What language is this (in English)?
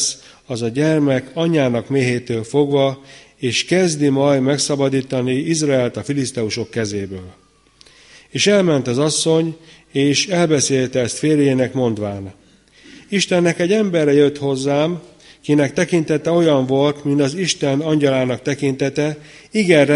Hungarian